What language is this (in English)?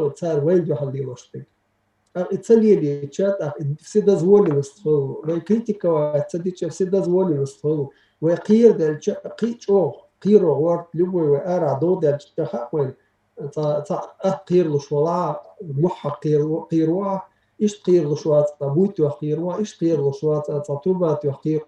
Chechen